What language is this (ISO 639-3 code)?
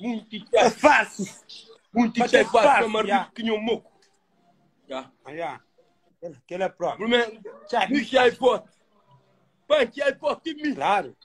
kea